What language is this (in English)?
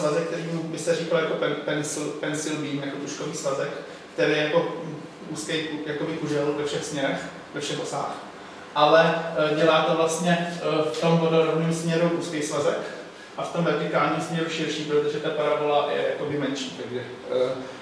Czech